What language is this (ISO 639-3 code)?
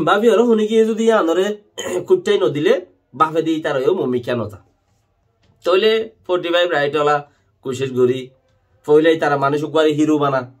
rhg